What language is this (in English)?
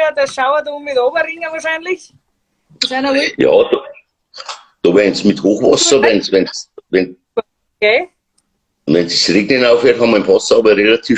Bavarian